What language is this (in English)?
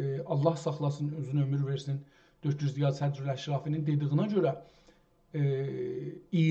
South Azerbaijani